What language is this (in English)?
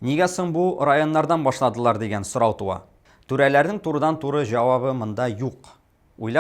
Tatar